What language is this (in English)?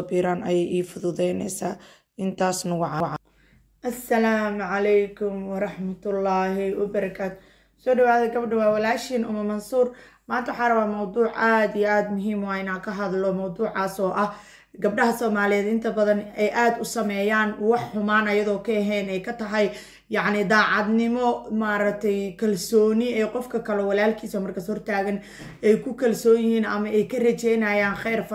Somali